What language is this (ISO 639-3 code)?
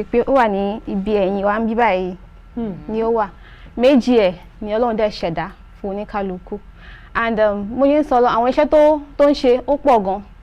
yor